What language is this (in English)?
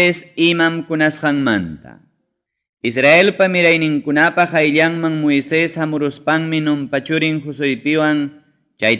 Ayacucho Quechua